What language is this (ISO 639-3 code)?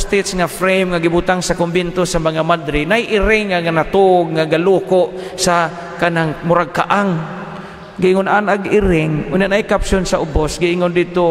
ceb